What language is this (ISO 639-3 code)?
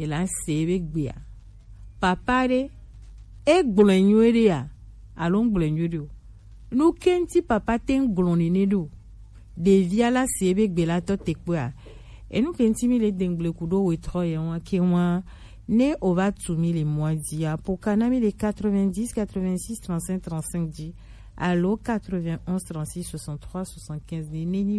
gej